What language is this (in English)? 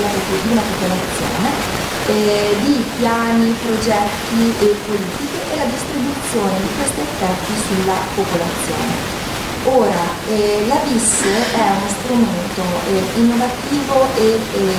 Italian